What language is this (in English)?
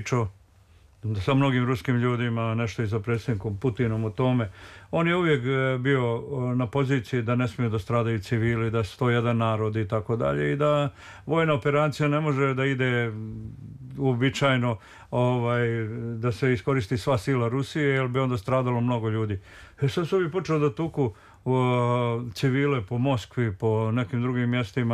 Serbian